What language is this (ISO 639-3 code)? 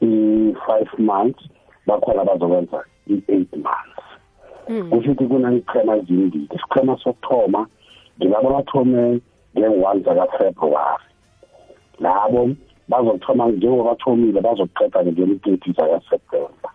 nbl